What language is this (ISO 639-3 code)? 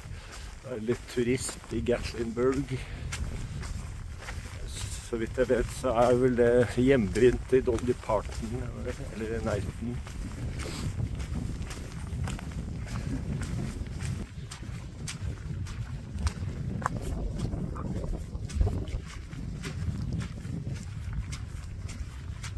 nor